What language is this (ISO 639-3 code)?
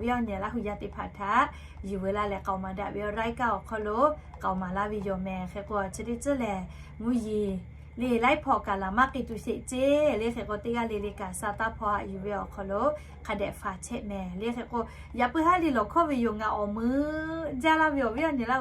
lhu